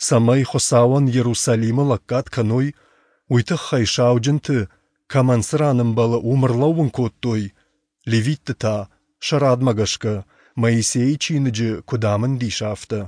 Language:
Ossetic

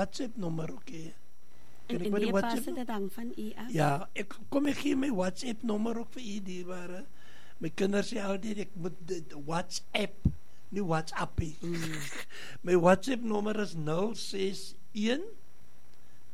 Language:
Afrikaans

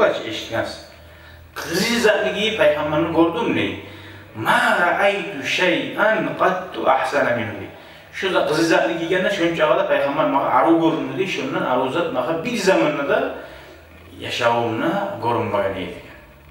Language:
Kumyk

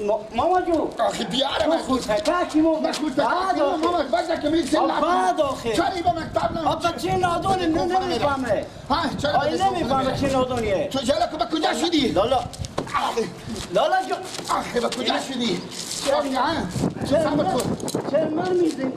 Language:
Persian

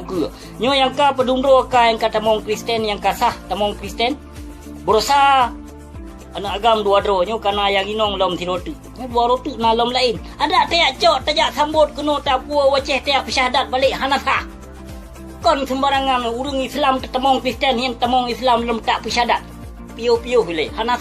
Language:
Achinese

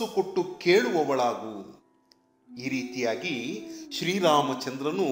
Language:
Kannada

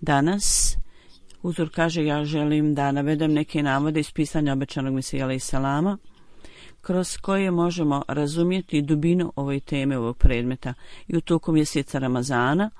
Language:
Bosnian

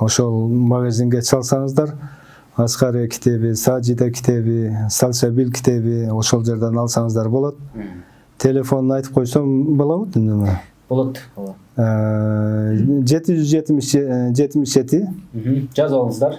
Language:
Kyrgyz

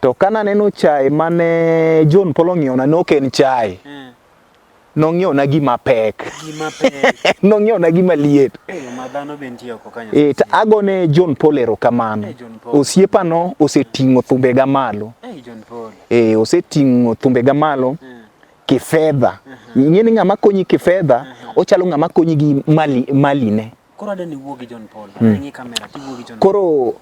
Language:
Luo (Kenya and Tanzania)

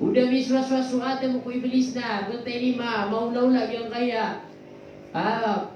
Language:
Maranao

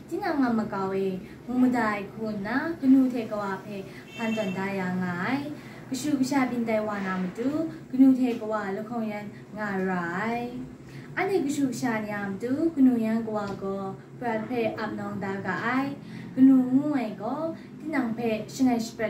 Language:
Kachin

